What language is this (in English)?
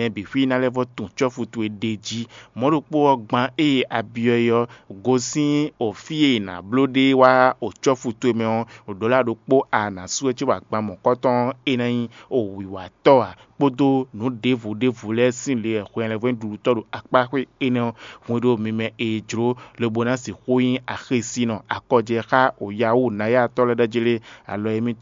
Fon